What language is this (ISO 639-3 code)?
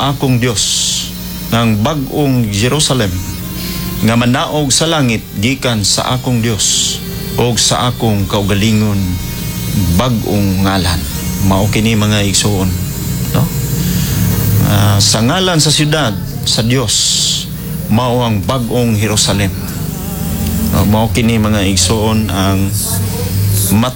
ceb